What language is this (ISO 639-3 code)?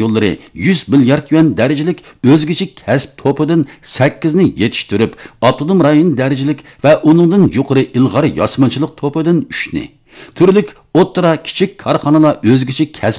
uig